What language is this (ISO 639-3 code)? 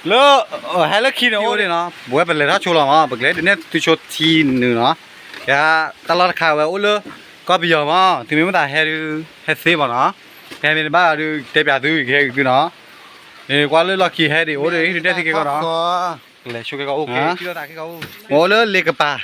ksw